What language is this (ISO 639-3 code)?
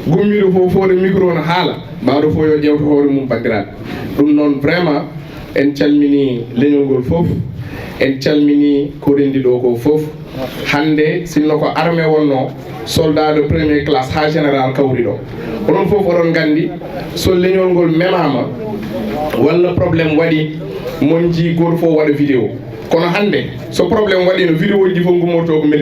ful